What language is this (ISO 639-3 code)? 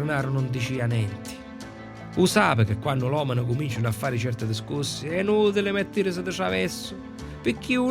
scn